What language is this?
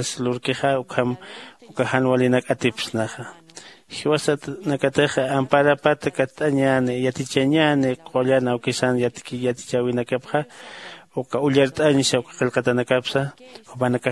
Aymara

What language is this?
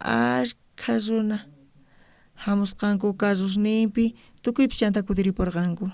South Bolivian Quechua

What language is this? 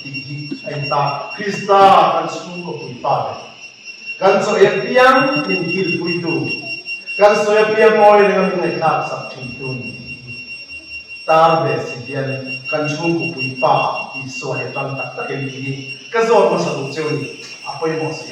Mizo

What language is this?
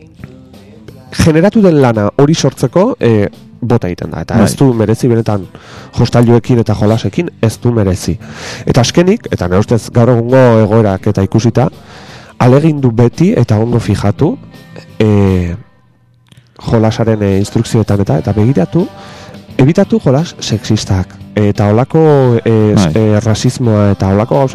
Basque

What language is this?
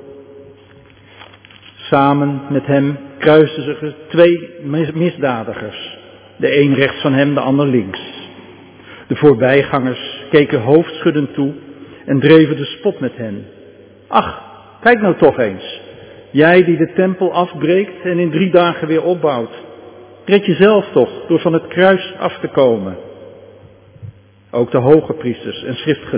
Dutch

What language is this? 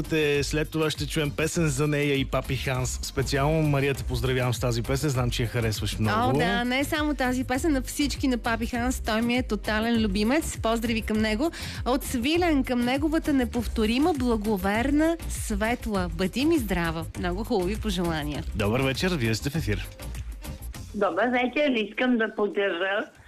Bulgarian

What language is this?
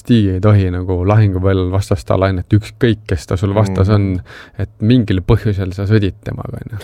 Estonian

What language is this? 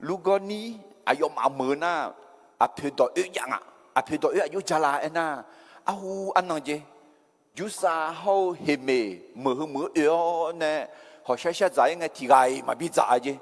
Akha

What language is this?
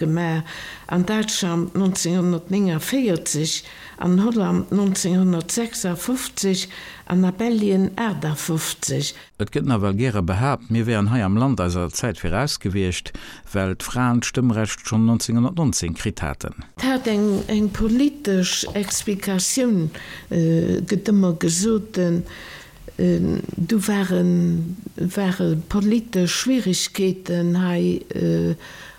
Luxembourgish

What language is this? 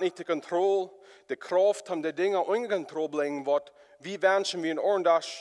Plautdietsch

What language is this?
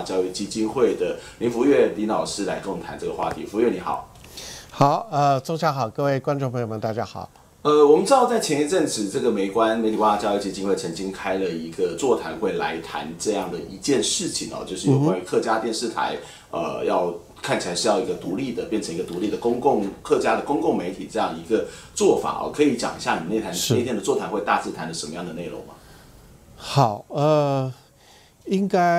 Chinese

